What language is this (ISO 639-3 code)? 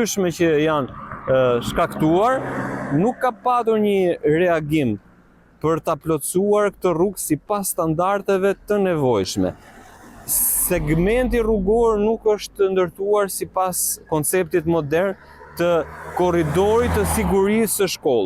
sqi